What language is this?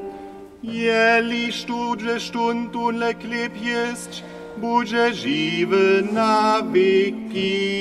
Upper Sorbian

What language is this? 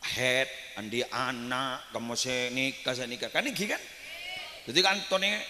Madurese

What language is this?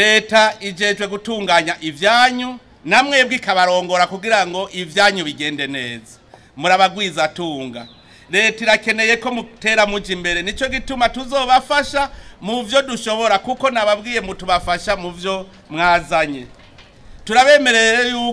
Rundi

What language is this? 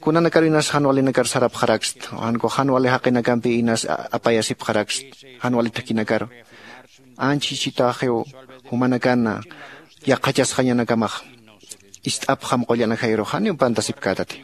Aymara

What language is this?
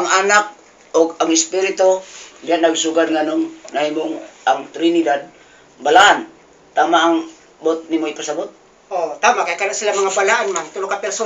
Cebuano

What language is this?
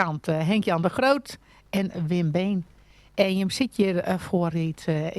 Western Frisian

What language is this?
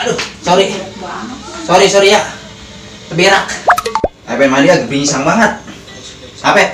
Betawi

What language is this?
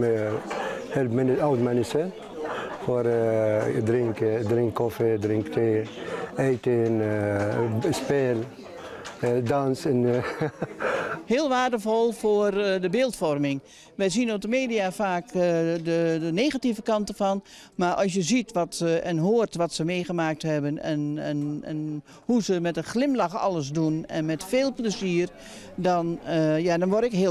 Dutch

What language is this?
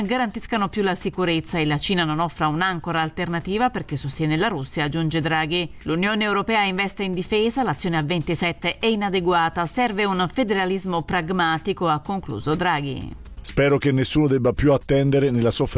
Italian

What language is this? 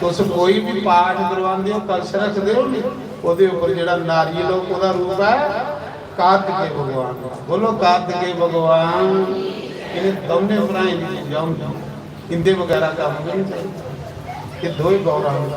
Dogri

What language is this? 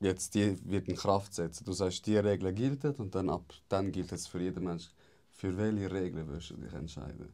Swiss German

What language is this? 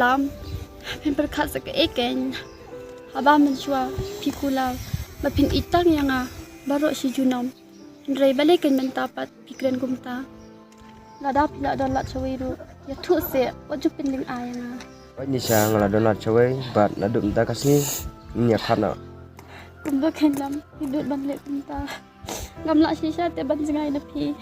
Khasi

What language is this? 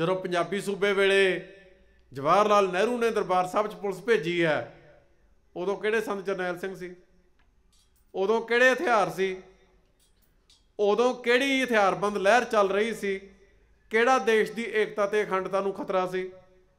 Punjabi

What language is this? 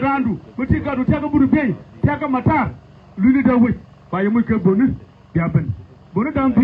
Nuer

